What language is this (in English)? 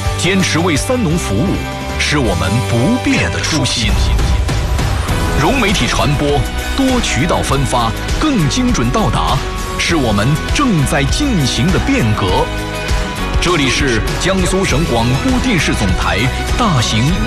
Chinese